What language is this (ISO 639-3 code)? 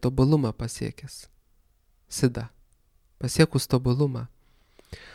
lit